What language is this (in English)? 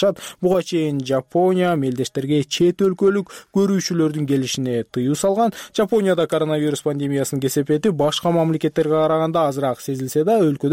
Kyrgyz